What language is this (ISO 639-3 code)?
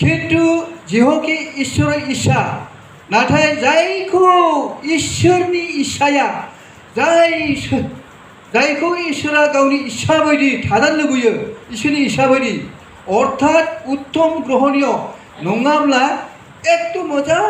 brx